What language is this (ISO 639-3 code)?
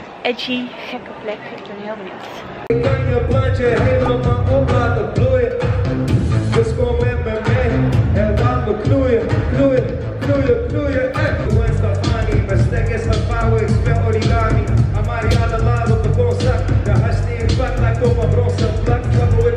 nld